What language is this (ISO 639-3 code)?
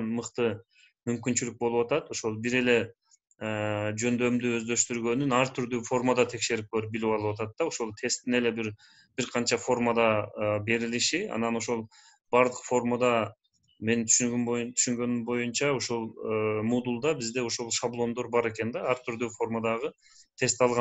kir